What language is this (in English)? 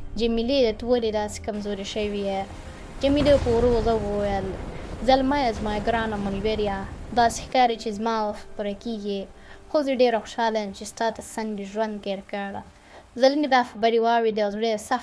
Pashto